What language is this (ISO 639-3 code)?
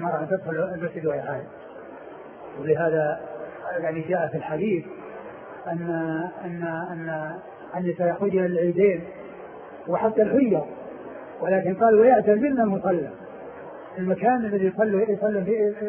ara